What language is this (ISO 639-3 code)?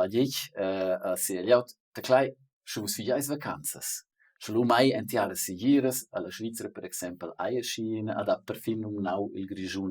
roh